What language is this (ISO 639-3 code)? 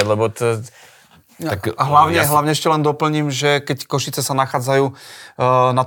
slk